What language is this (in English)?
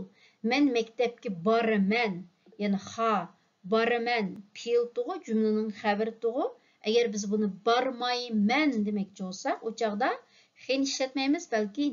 Uyghur